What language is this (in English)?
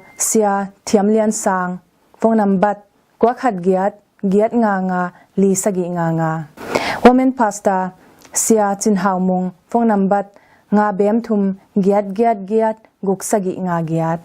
Tedim Chin